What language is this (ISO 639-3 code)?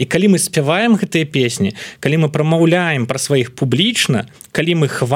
bel